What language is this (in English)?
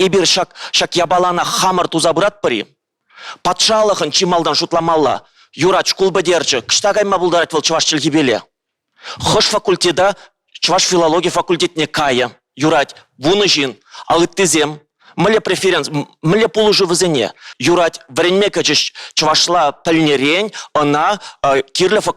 Chuvash